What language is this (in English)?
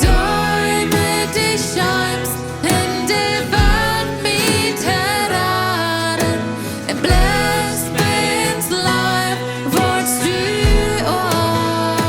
Plautdietsch